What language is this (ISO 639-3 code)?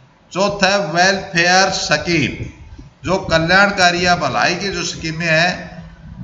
hin